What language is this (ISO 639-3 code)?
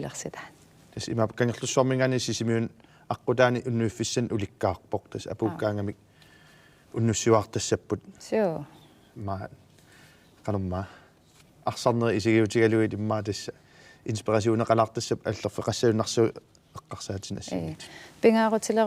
kal